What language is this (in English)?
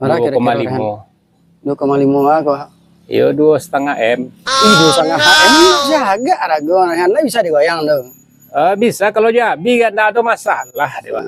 Minangkabau